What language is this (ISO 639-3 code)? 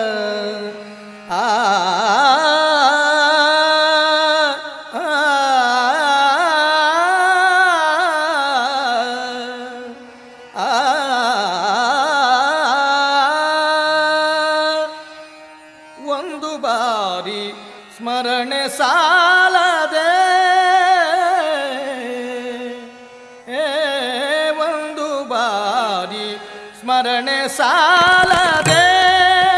kan